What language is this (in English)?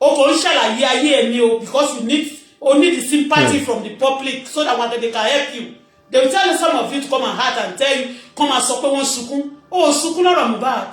Yoruba